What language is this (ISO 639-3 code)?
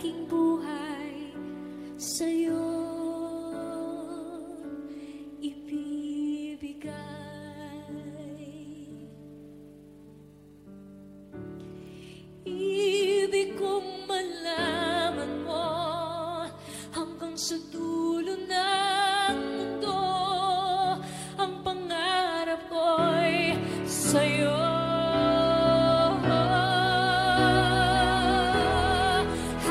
fil